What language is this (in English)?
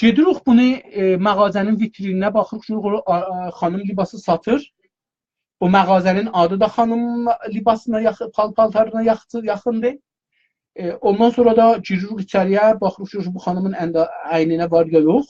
South Azerbaijani